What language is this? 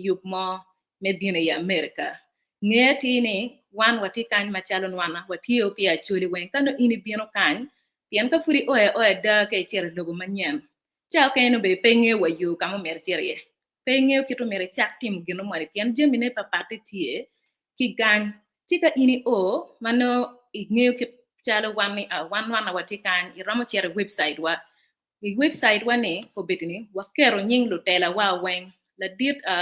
Acoli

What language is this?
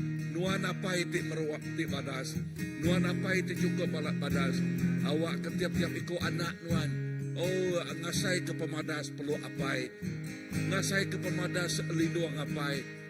Iban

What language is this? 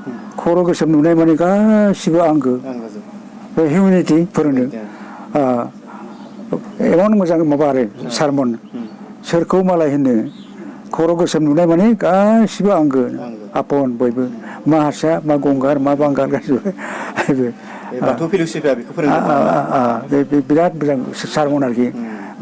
Bodo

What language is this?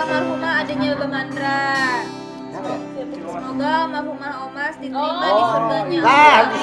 Betawi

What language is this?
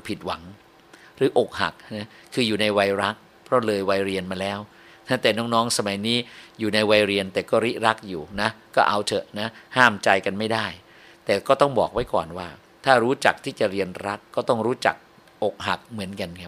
Thai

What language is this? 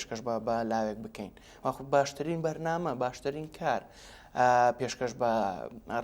Central Kurdish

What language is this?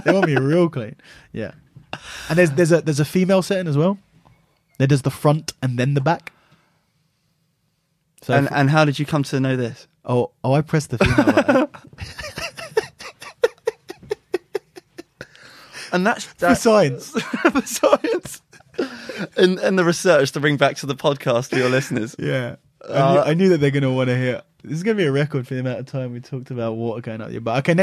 English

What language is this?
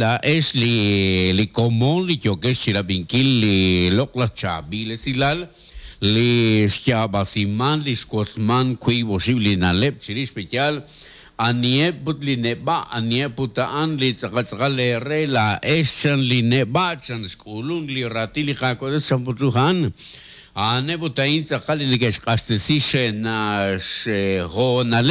Kekchí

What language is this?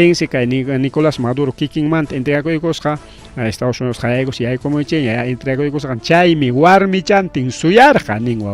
Ayacucho Quechua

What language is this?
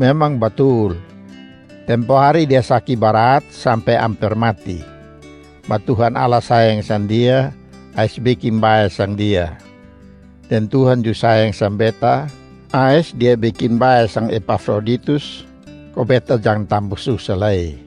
Kupang Malay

